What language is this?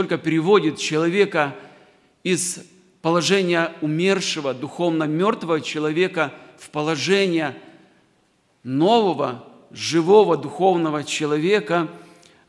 Russian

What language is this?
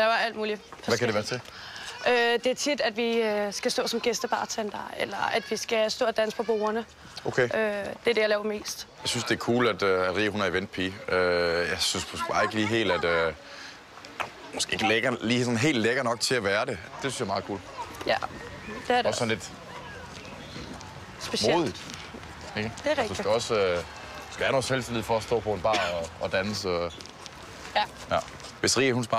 Danish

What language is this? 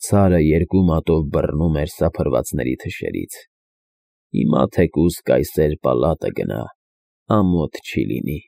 Armenian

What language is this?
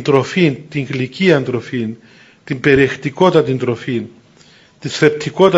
Greek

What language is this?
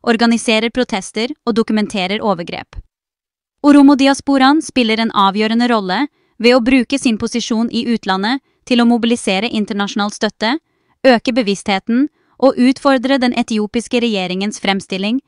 Norwegian Bokmål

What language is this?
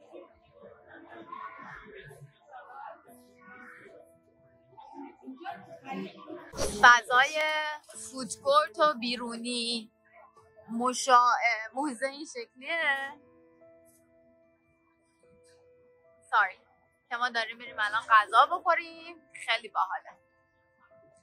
Persian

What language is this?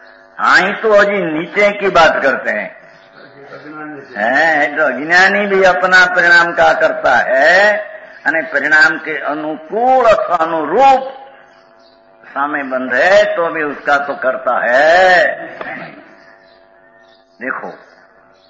Hindi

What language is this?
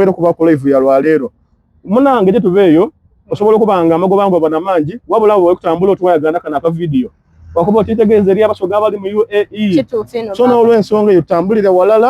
Soga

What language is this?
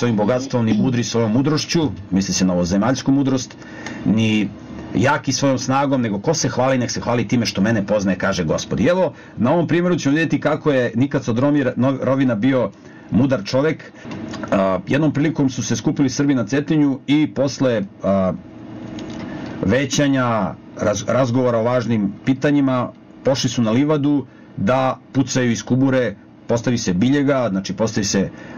Serbian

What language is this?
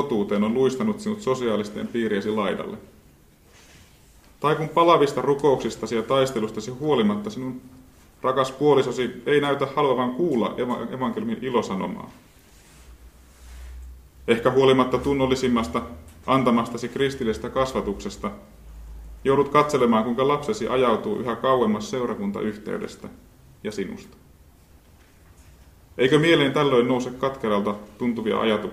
Finnish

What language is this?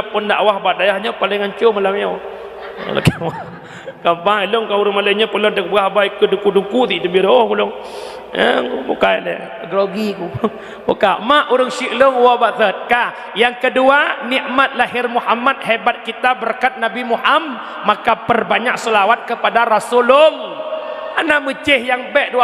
Achinese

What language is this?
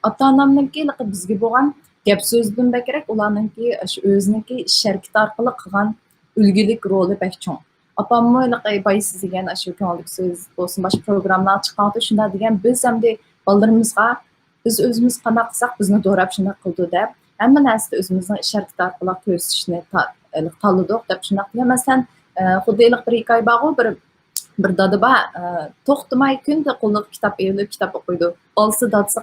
Uyghur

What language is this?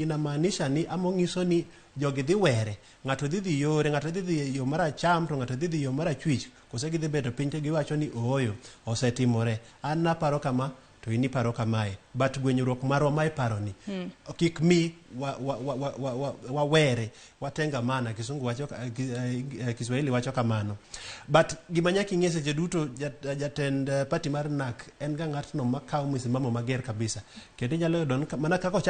Luo (Kenya and Tanzania)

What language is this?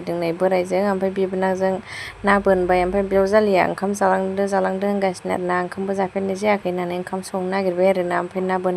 Bodo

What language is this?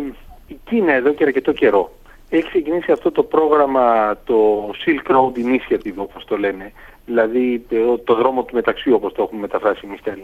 Greek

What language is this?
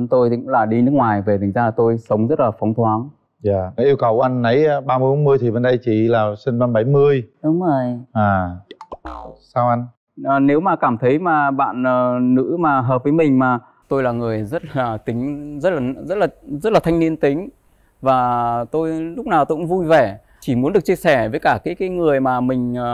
Vietnamese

